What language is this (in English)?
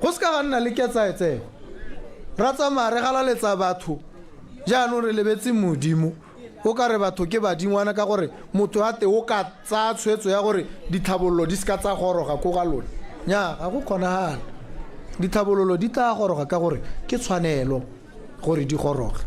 Tswana